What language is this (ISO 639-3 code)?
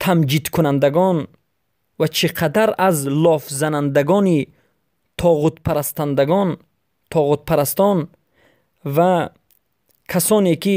tgk